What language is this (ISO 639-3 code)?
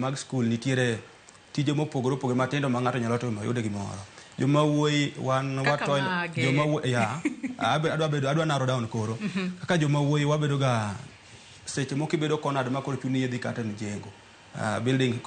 luo